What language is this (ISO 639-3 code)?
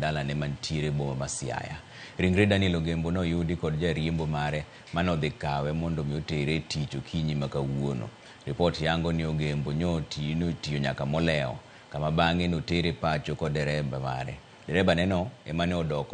luo